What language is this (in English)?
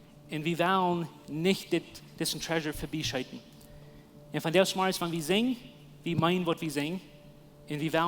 Plautdietsch